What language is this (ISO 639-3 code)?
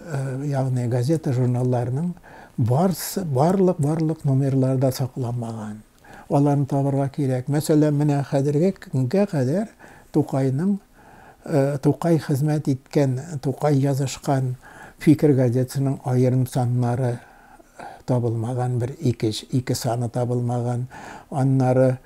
tat